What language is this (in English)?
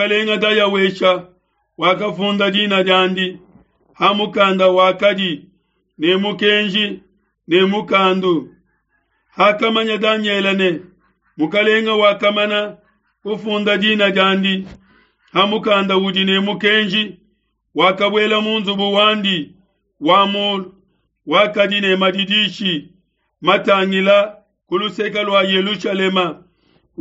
Luba-Lulua